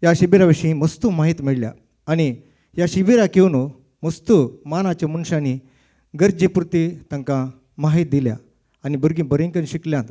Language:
Konkani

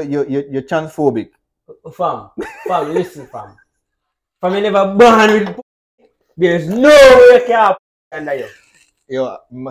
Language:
Jamaican Creole English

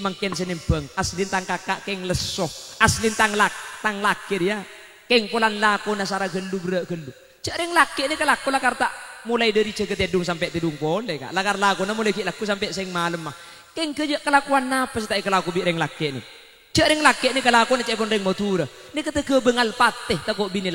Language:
Madurese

